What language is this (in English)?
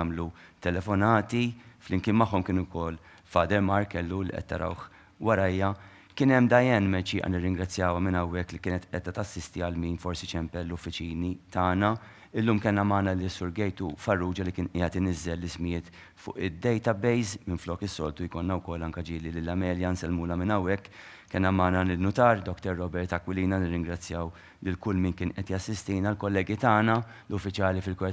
Maltese